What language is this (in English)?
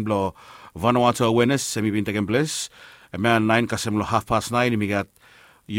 Bislama